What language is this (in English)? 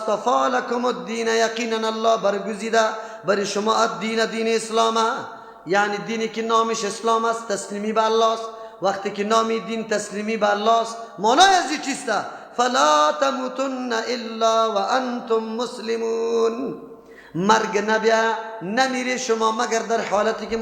Persian